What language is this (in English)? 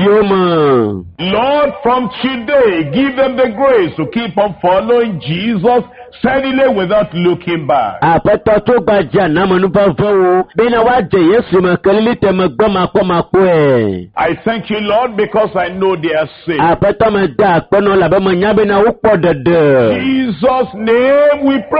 Ewe